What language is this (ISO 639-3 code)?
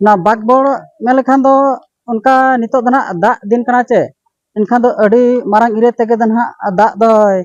sat